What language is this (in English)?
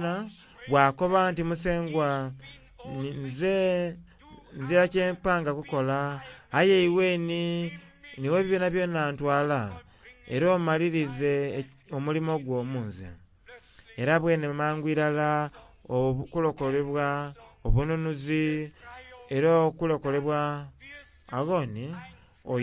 Soga